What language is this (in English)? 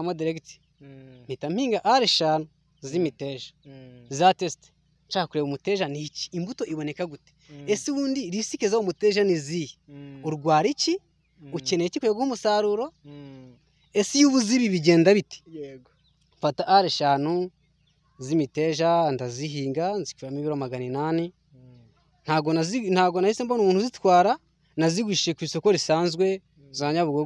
Kinyarwanda